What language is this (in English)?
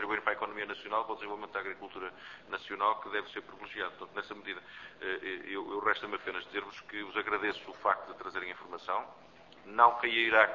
Portuguese